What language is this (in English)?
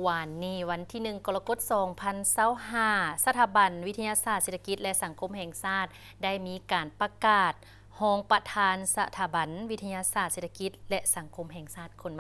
Lao